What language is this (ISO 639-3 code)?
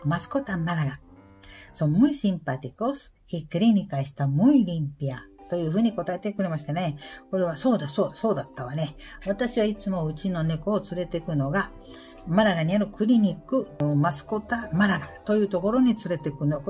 jpn